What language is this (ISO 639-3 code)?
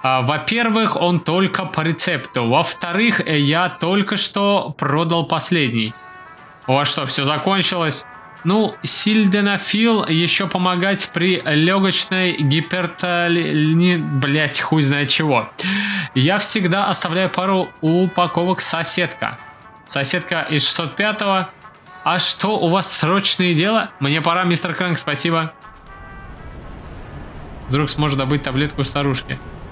rus